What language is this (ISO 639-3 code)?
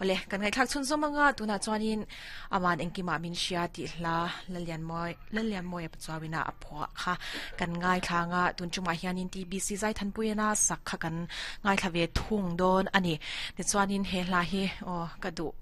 lus